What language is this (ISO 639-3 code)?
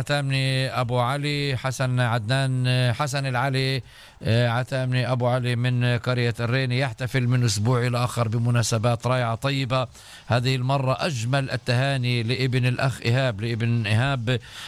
apc